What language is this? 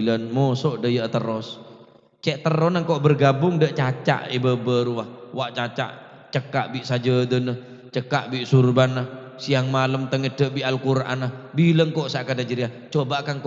Madurese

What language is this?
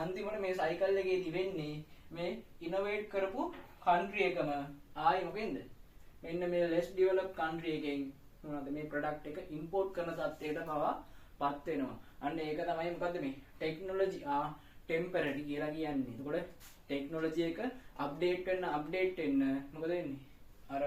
Sinhala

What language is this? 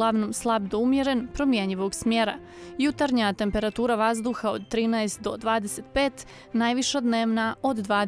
Bosnian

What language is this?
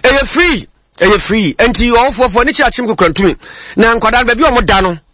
Akan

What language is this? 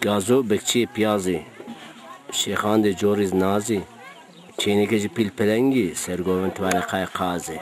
Zaza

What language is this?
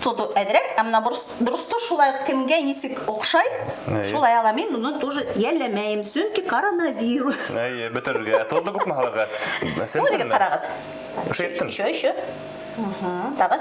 Bashkir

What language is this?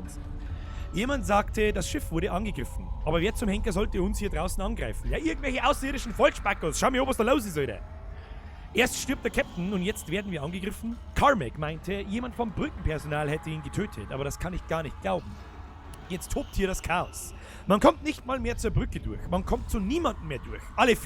Bavarian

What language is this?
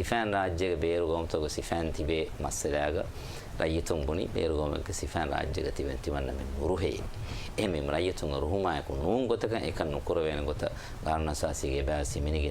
Divehi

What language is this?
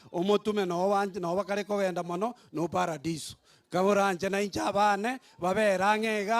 Gusii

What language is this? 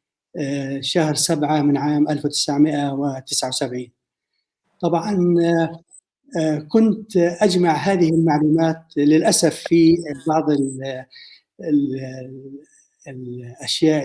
North Levantine Arabic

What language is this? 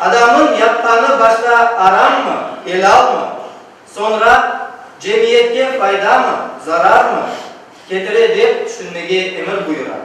Crimean Tatar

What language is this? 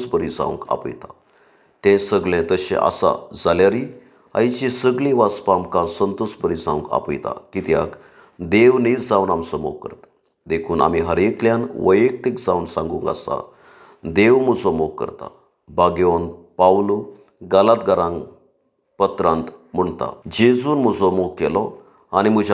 Konkani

